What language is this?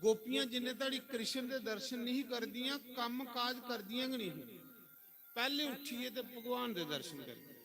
Dogri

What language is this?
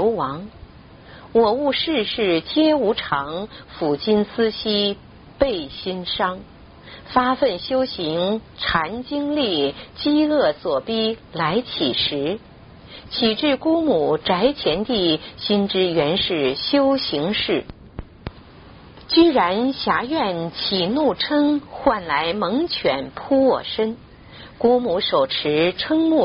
Chinese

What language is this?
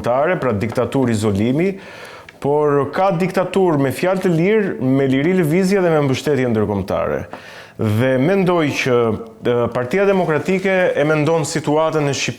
Albanian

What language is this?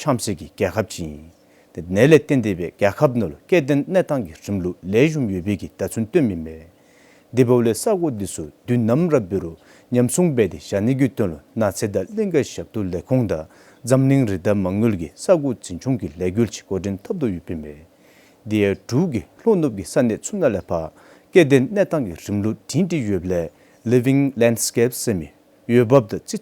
Dzongkha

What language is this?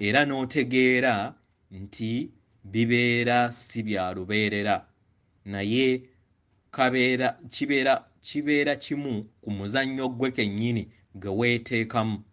Ganda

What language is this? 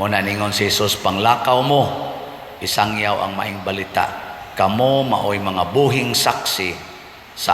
Cebuano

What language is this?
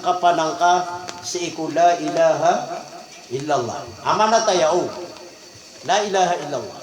Maranao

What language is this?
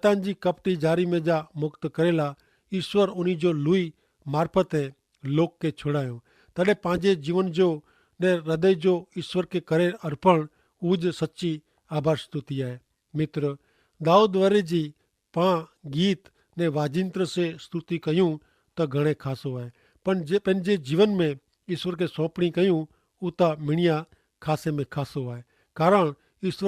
Kachhi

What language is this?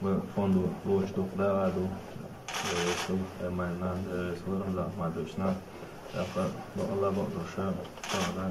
Chechen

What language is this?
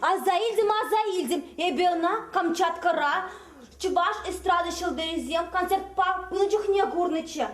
Chuvash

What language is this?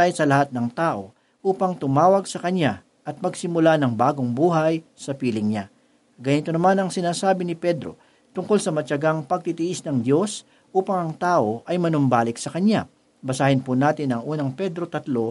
Filipino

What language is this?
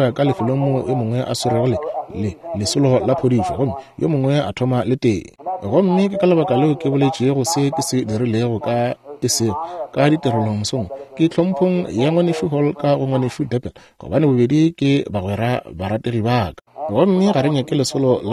Northern Sotho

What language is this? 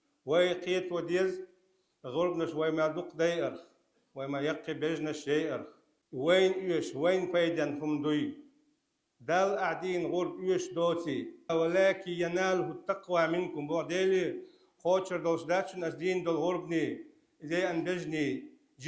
Chechen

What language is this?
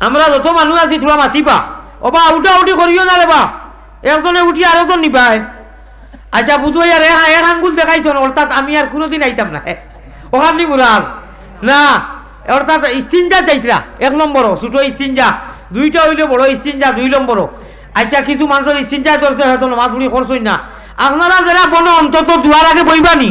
Sylheti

